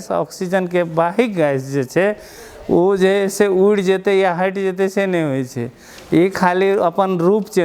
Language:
Maithili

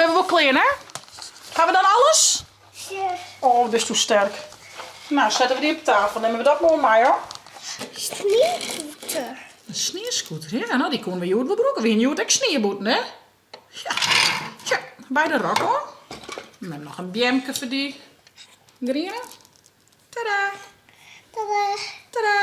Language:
Western Frisian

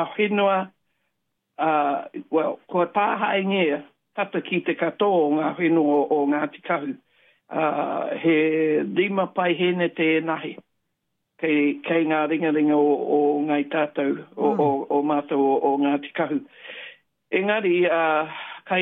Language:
Māori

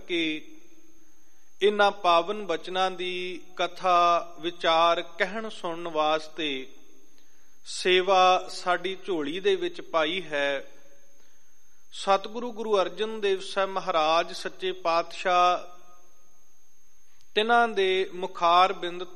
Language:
Punjabi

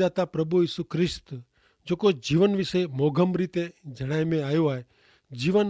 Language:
Kachhi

